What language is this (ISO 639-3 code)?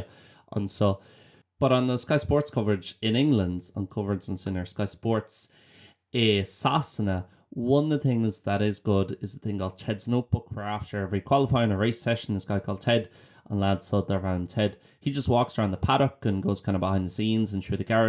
gle